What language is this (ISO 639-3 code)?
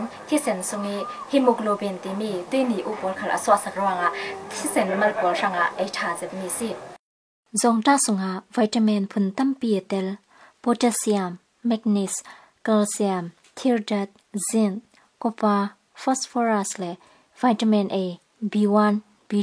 cnh